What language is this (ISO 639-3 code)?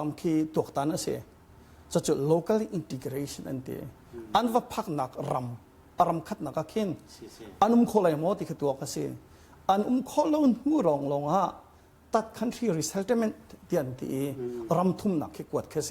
cnh